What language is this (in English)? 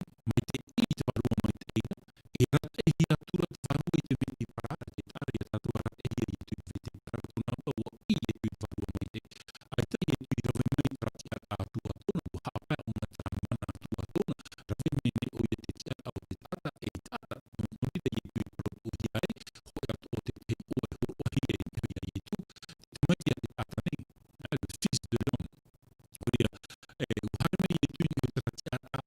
Tahitian